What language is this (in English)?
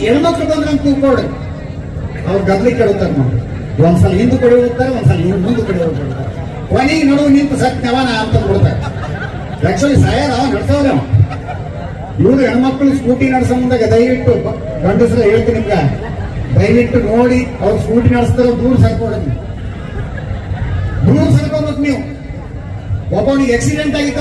Kannada